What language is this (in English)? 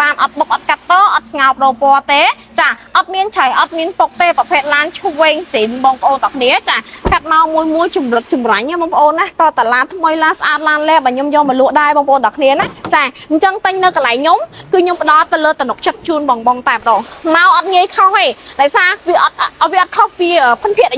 Khmer